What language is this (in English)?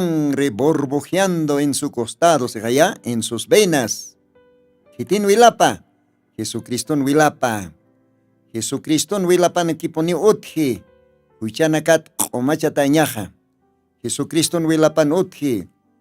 Aymara